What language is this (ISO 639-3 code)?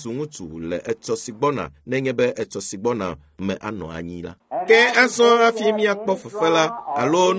ewe